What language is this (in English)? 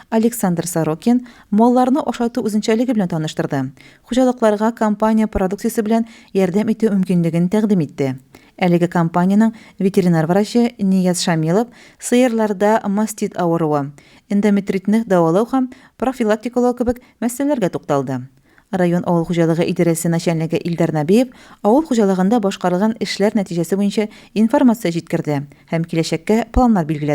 Tatar